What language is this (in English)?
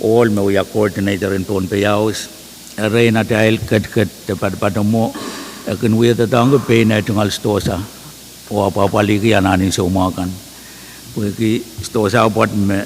Pohnpeian